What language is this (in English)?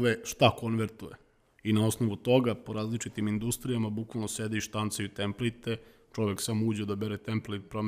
Serbian